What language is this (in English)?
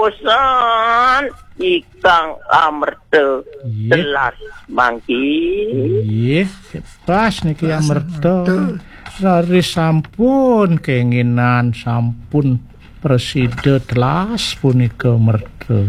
Balinese